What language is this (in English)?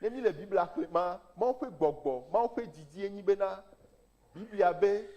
Ewe